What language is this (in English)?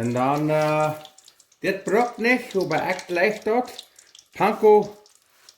Plautdietsch